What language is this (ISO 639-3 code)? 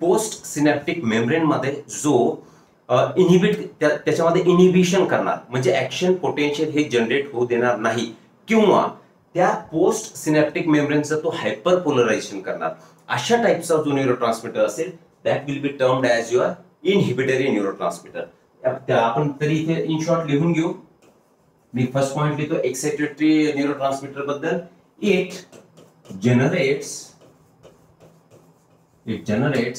mar